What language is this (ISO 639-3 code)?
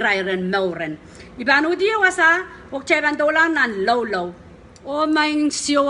pon